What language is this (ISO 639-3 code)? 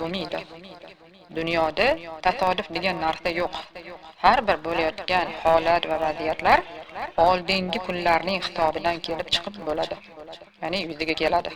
uzb